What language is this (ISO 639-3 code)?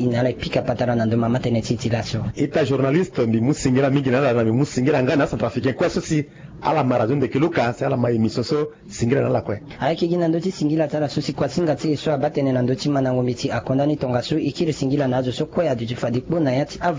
sag